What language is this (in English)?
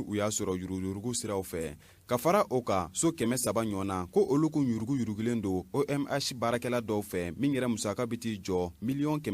Bambara